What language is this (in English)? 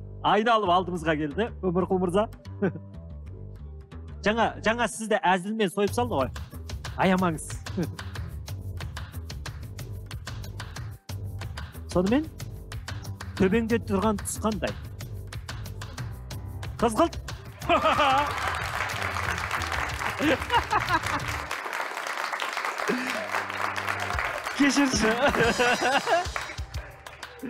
Kazakh